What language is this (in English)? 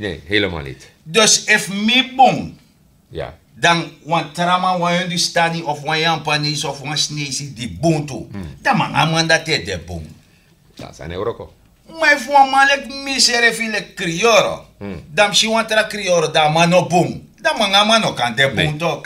Sranan Tongo